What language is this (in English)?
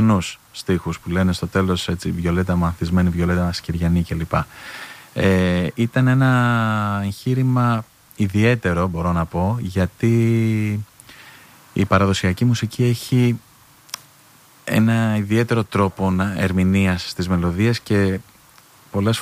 Greek